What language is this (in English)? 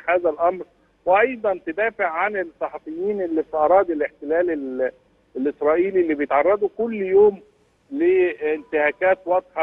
Egyptian Arabic